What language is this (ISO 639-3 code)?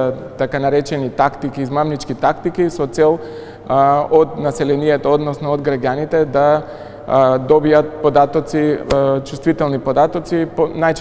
mkd